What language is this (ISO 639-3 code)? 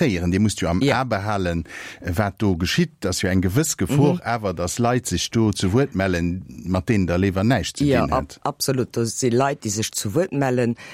ltz